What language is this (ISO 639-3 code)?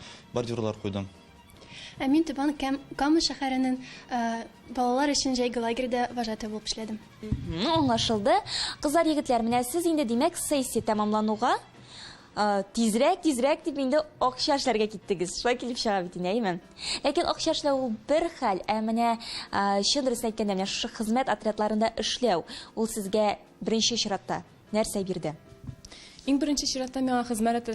tat